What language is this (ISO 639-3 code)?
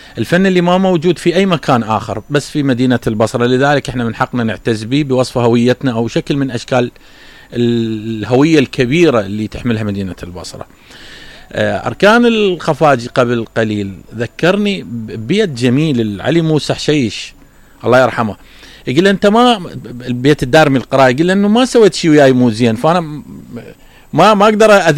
acm